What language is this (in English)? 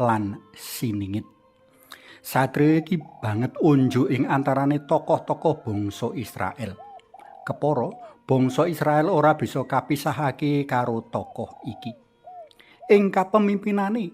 Javanese